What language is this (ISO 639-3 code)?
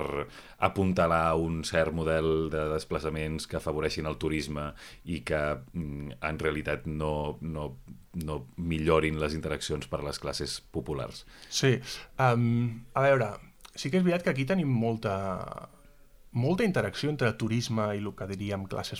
cat